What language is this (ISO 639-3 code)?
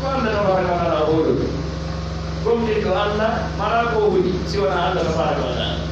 fuf